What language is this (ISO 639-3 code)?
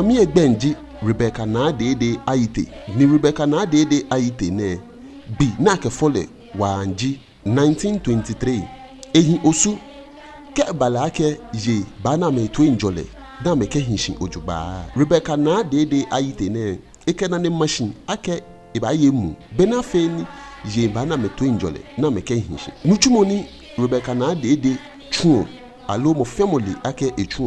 gaa